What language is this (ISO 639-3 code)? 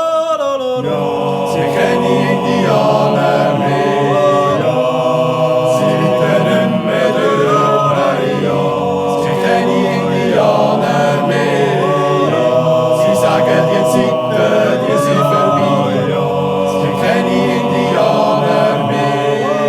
gsw